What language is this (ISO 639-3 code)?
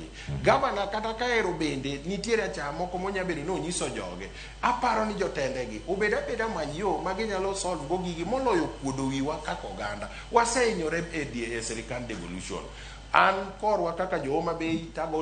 luo